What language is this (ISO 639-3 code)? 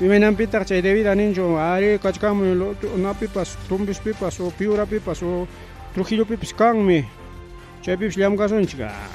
quy